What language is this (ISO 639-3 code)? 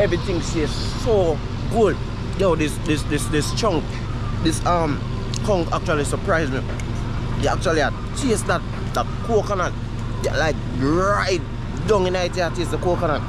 jam